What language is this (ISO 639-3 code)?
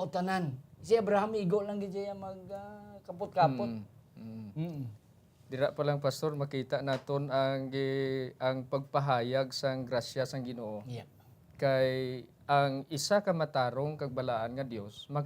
hil